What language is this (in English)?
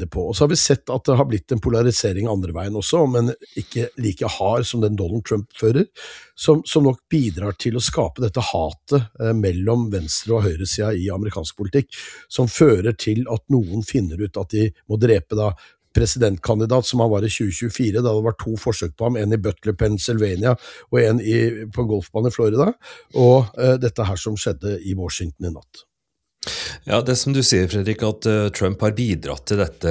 Norwegian